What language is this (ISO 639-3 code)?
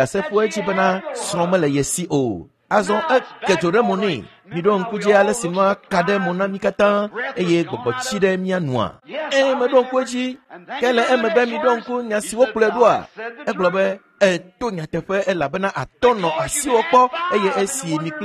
ewe